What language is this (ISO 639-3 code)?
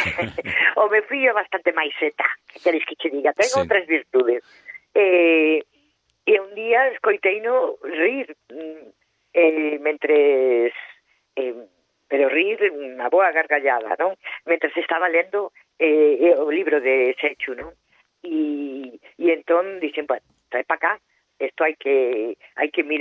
glg